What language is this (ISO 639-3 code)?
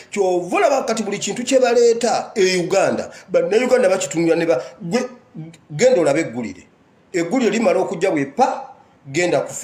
lug